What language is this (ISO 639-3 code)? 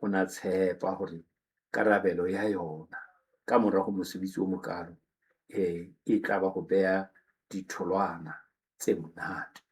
sot